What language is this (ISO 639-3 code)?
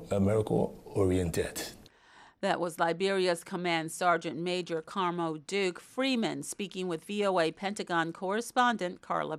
eng